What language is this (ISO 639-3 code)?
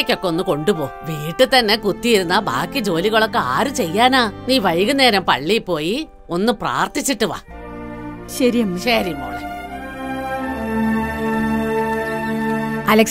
mal